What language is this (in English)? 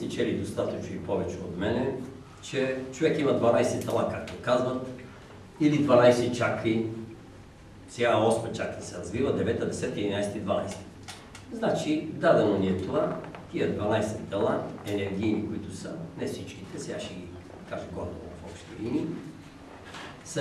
Bulgarian